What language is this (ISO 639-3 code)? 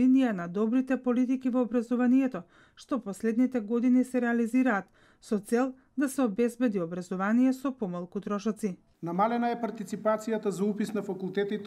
mkd